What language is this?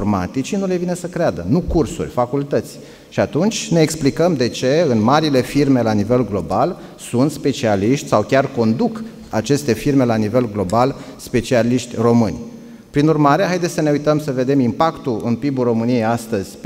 Romanian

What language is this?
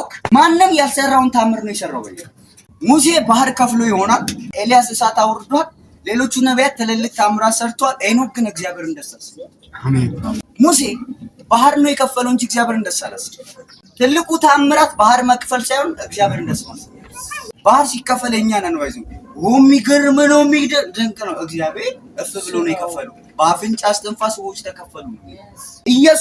Amharic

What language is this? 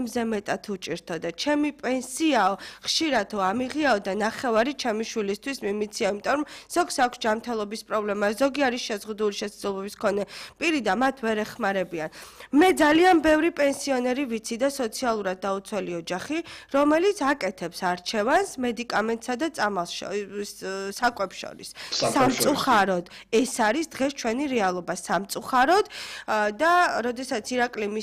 Georgian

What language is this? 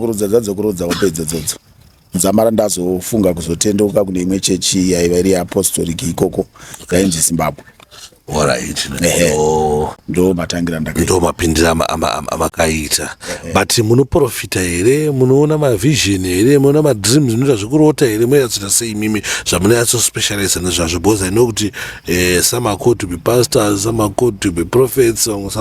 Shona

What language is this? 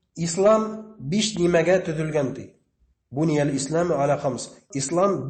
Bashkir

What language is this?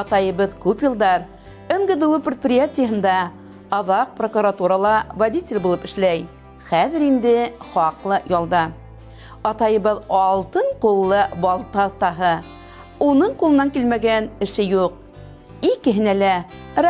Bashkir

